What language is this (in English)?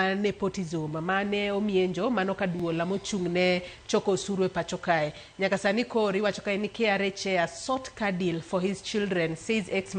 Luo (Kenya and Tanzania)